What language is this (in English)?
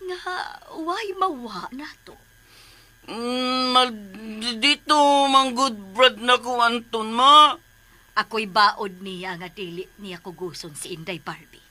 Cebuano